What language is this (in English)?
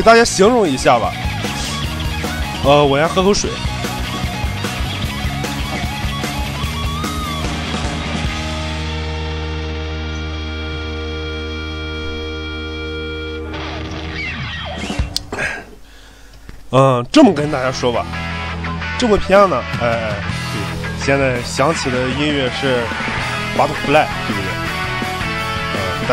Chinese